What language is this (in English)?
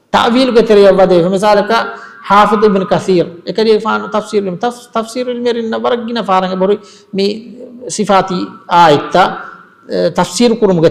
Divehi